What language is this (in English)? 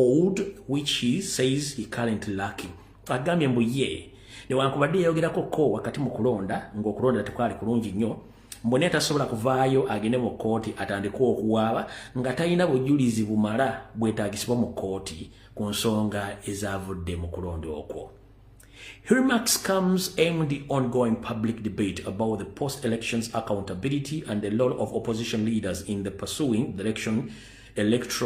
Ganda